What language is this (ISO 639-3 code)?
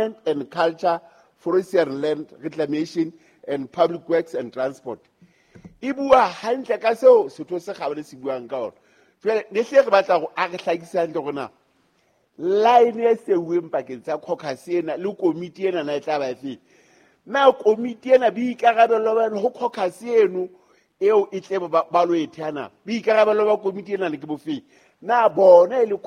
sot